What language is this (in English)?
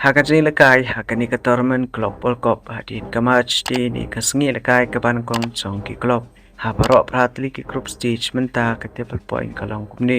Khasi